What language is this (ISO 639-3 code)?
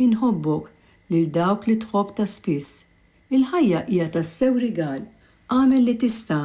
mlt